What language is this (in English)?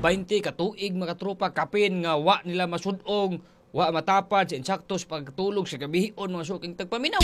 Cebuano